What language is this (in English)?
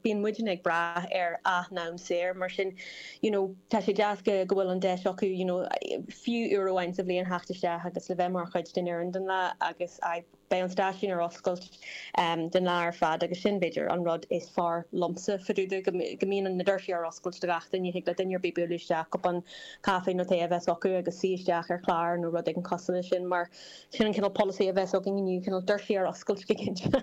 Irish